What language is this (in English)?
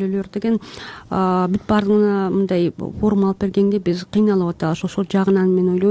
Kyrgyz